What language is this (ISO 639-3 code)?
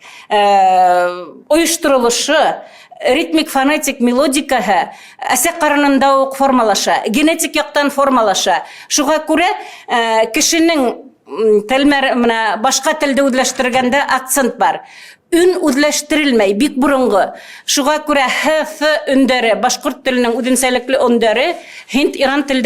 bak